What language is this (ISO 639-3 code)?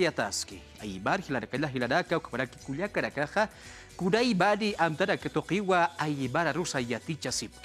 aym